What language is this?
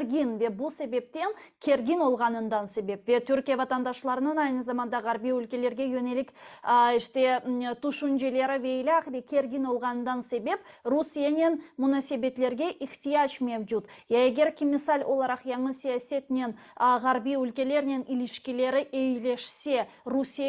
Crimean Tatar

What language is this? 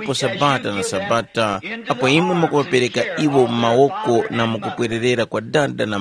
Tumbuka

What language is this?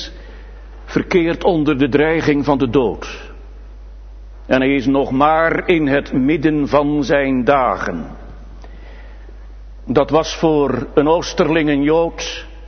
Dutch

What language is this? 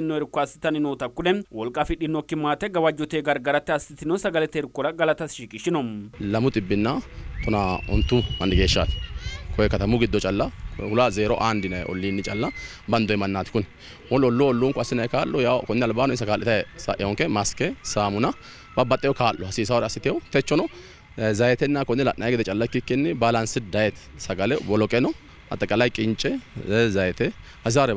Sidamo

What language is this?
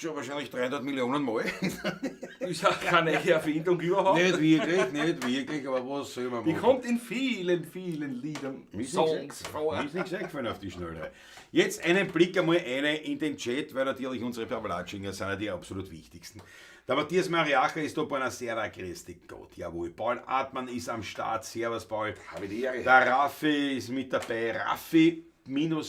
Bavarian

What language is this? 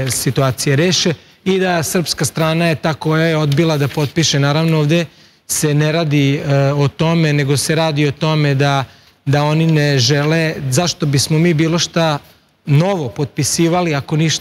Serbian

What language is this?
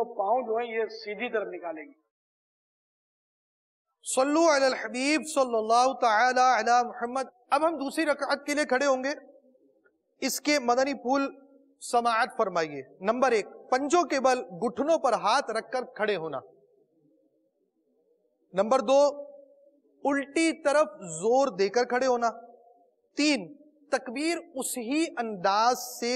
Urdu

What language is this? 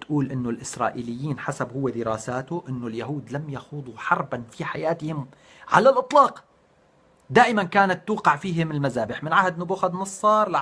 North Levantine Arabic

